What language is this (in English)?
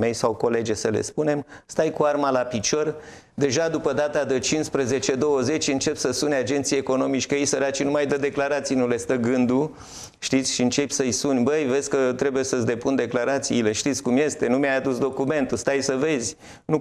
Romanian